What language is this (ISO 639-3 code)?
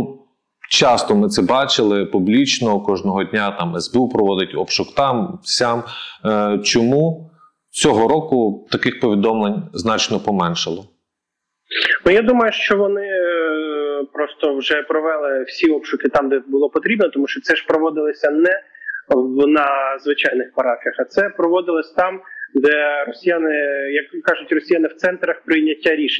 ukr